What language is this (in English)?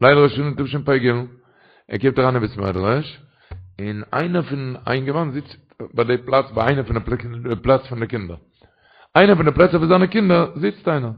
Yiddish